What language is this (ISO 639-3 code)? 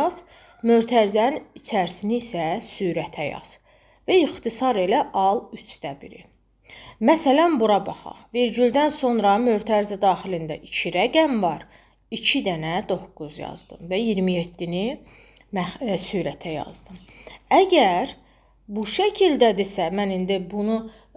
aze